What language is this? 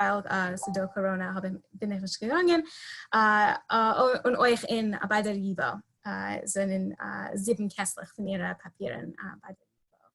Yiddish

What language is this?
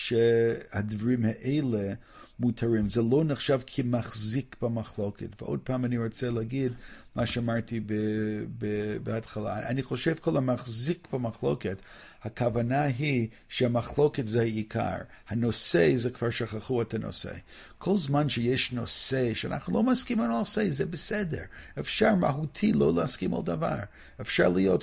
Hebrew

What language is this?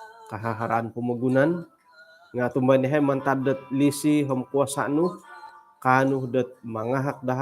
Central Dusun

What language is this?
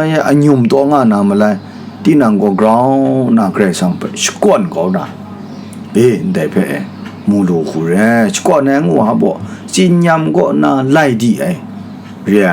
Kachin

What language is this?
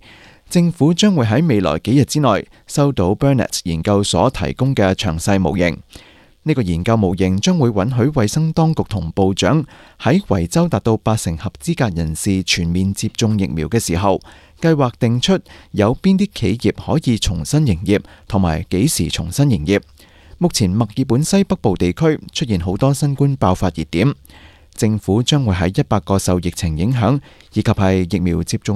Cantonese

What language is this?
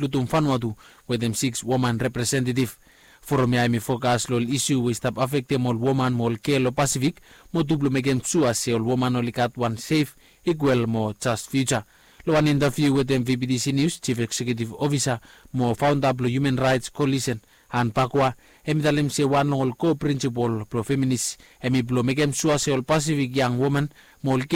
Bislama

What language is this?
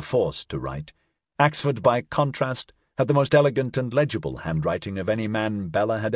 English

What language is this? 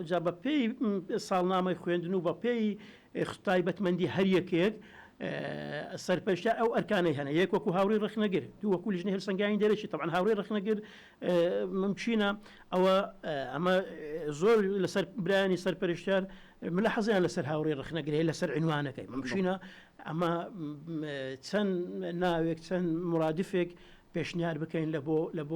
Central Kurdish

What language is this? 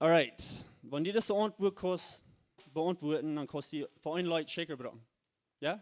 Plautdietsch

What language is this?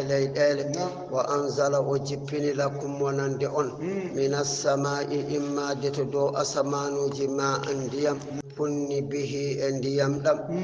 Fula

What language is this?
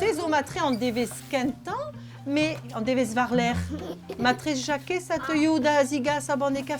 Breton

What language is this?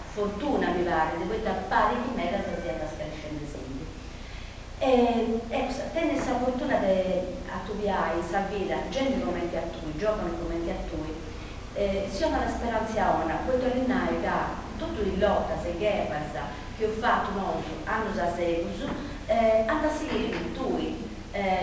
Sardinian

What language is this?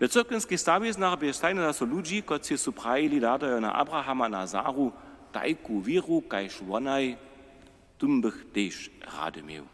Upper Sorbian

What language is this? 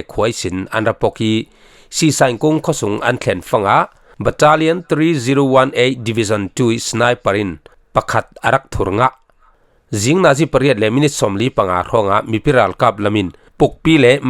Falam Chin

